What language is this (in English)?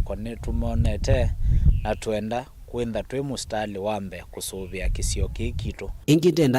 Kamba